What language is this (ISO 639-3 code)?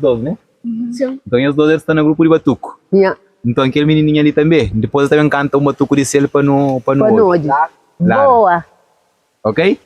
kea